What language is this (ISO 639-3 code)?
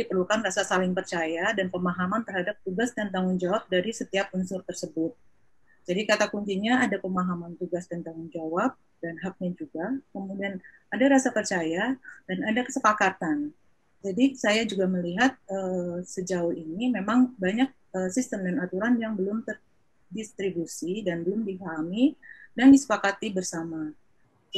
ind